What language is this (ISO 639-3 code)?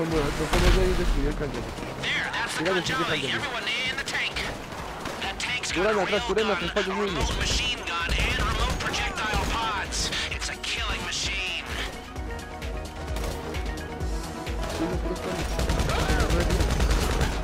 spa